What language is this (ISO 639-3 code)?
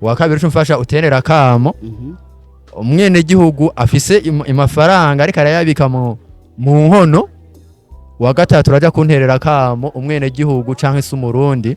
run